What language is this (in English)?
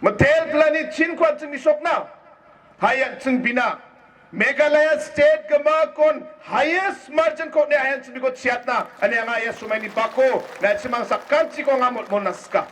Garo